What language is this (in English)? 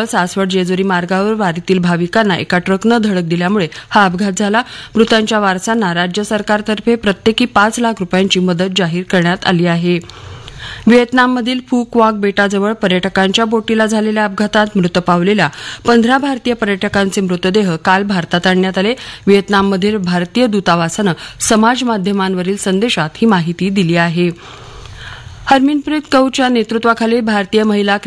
Marathi